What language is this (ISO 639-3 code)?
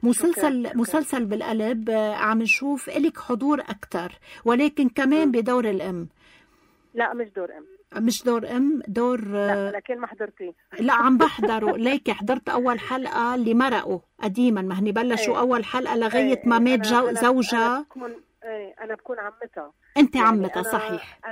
apc